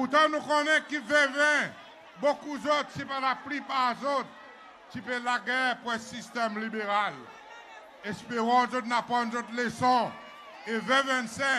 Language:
Seselwa Creole French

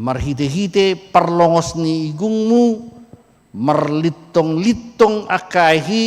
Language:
Batak Toba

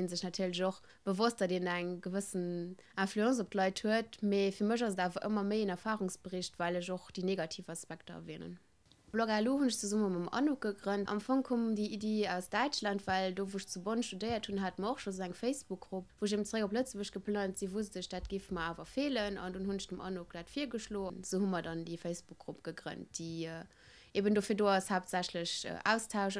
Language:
Luxembourgish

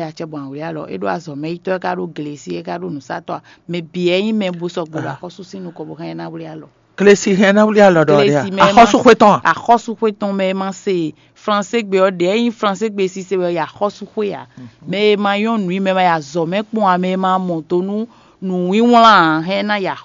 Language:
Fon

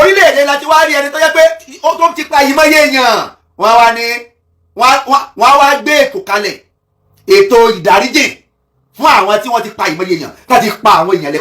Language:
Yoruba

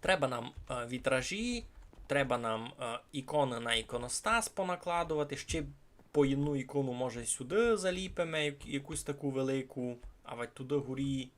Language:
Rusyn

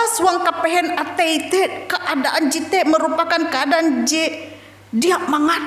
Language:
Ngaju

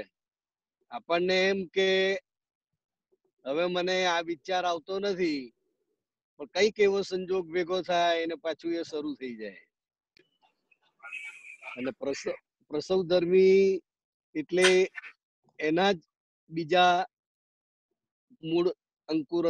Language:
Gujarati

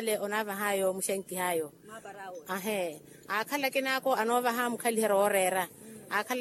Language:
Makhuwa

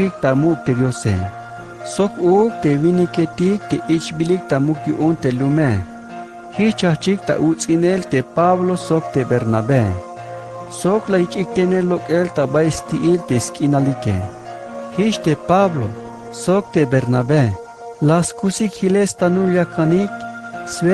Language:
Tzeltal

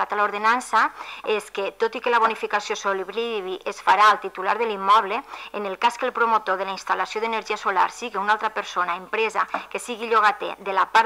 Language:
Catalan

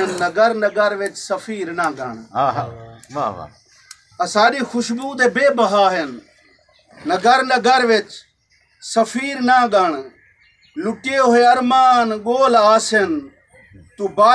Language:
Saraiki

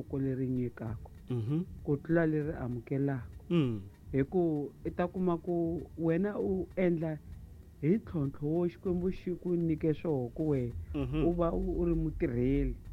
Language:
Tsonga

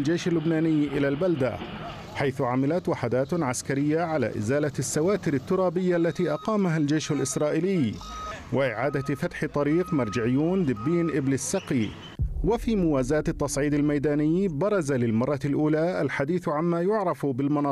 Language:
Arabic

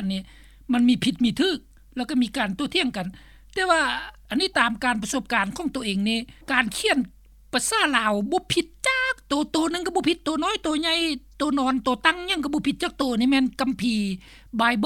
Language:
Lao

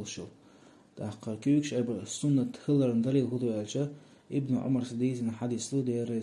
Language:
Chechen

